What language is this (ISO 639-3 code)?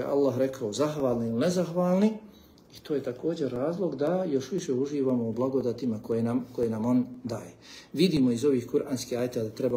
bos